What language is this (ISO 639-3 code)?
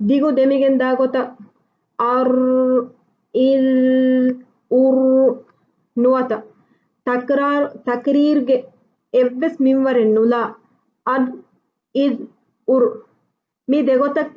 div